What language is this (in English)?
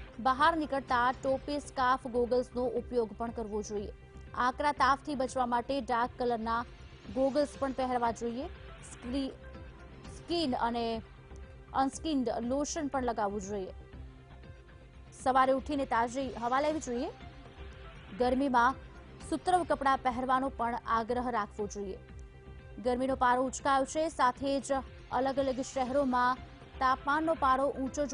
Gujarati